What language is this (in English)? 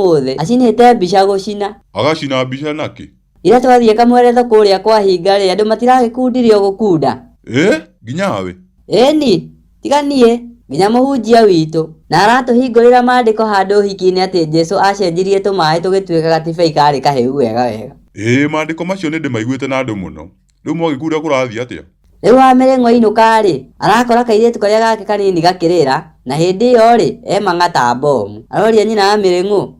Kikuyu